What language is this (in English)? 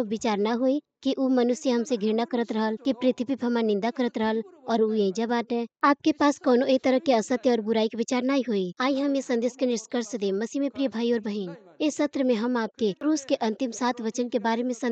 Bhojpuri